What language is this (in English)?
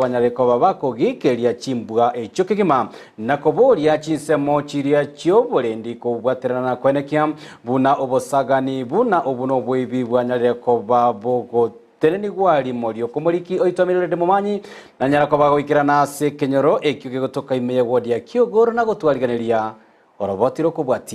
Gusii